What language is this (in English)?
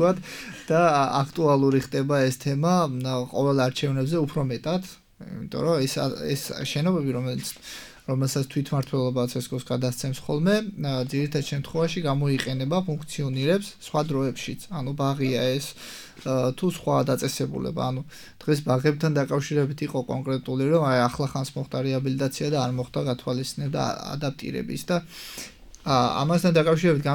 Georgian